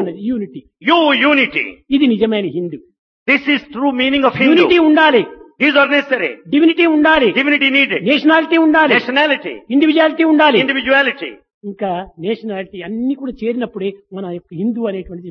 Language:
Telugu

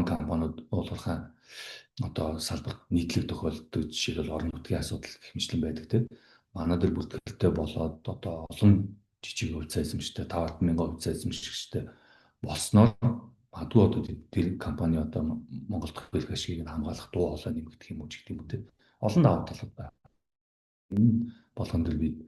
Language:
Mongolian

